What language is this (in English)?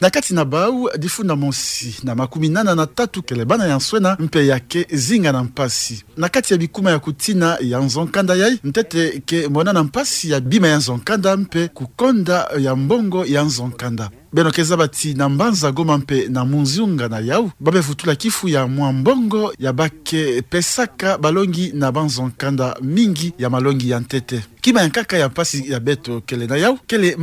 Kituba (Democratic Republic of Congo)